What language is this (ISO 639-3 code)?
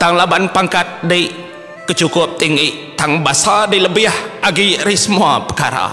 iba